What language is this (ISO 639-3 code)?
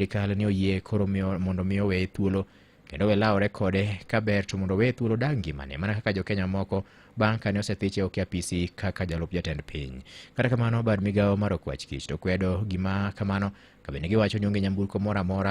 luo